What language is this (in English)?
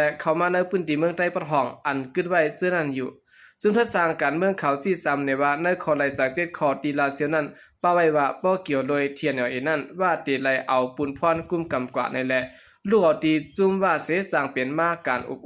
Shan